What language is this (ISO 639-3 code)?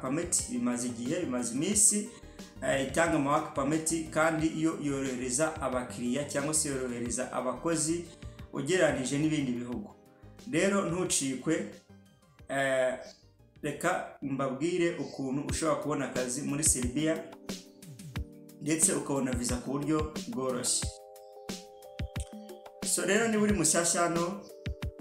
kin